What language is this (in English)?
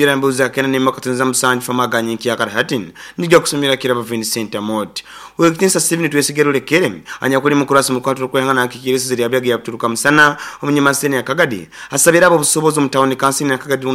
Nyoro